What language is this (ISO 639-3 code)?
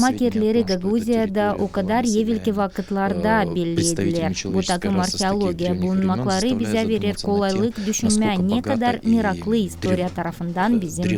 gag